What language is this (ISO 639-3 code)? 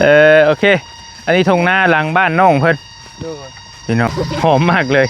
tts